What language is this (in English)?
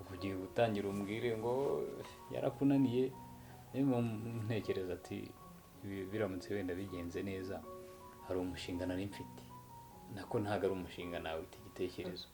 Kinyarwanda